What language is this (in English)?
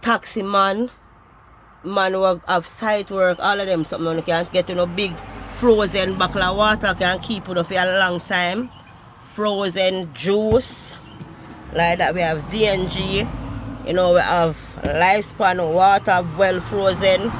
Jamaican Creole English